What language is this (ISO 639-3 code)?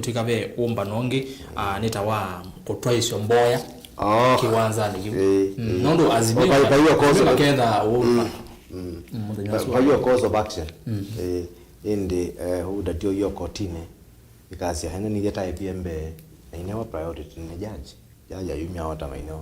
kam